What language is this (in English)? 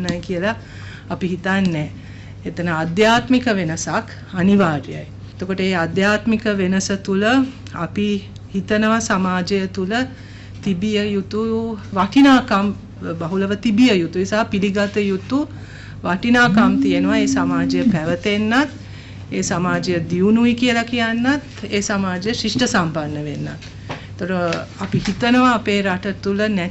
Sinhala